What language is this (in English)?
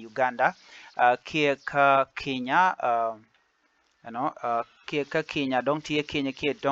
Nuer